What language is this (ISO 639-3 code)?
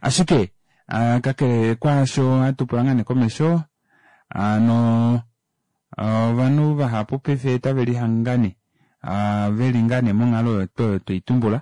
kua